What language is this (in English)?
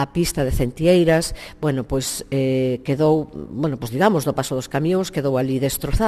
Galician